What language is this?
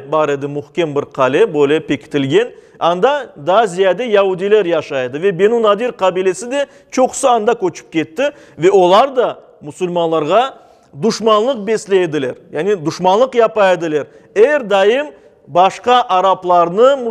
Crimean Tatar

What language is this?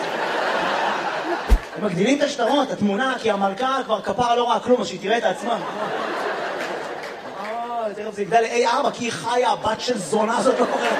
Hebrew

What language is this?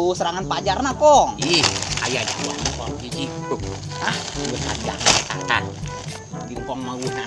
Sundanese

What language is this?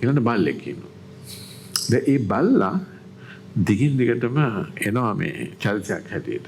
Sinhala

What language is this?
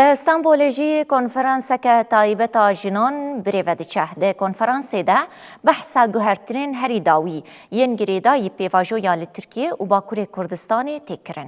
Kurdish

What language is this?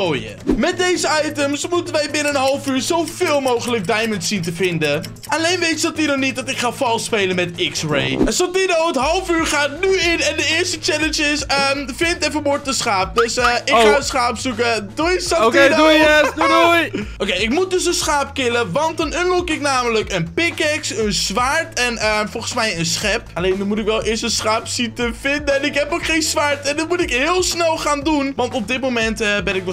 Dutch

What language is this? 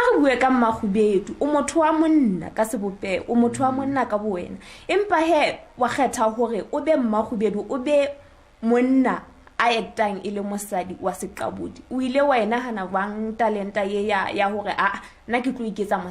Southern Sotho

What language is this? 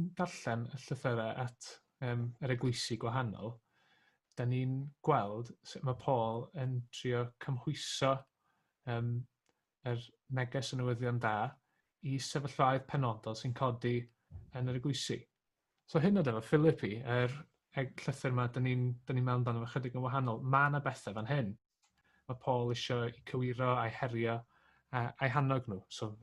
Welsh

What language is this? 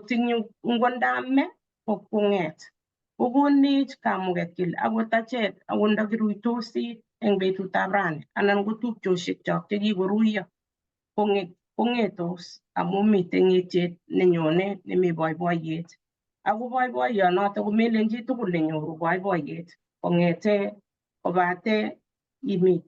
Kalenjin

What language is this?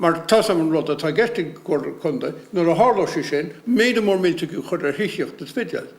Irish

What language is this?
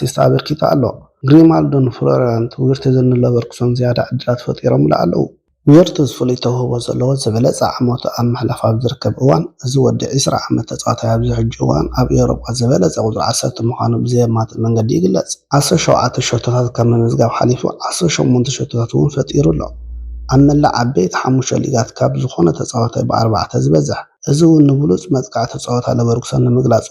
Tigrinya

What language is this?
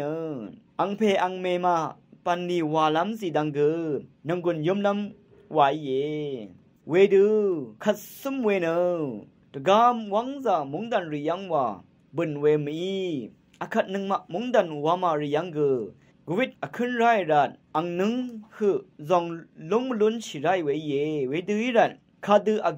Rawang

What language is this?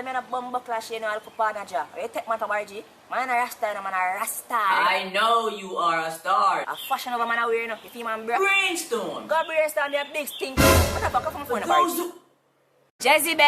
Jamaican Creole English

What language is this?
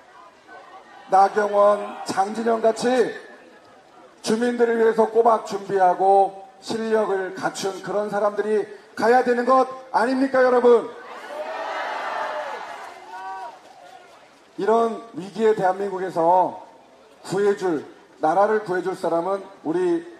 Korean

